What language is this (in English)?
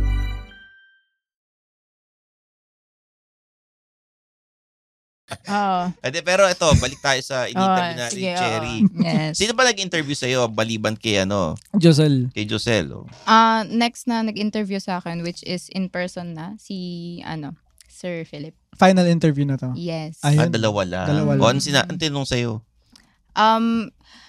Filipino